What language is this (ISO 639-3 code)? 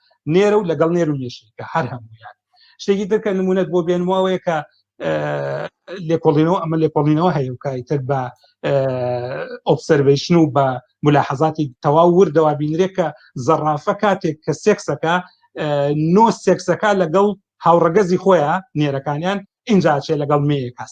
ckb